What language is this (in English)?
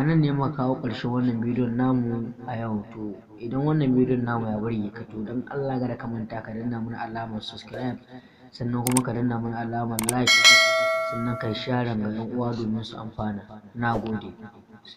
Hausa